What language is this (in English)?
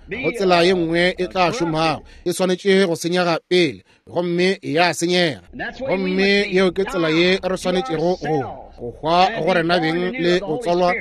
Northern Sotho